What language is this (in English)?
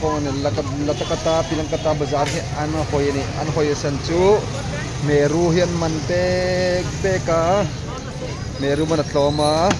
Hmar